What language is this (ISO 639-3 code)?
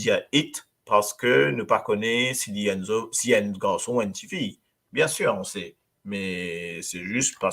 mfe